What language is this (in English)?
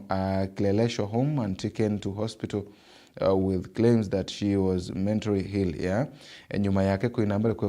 Meru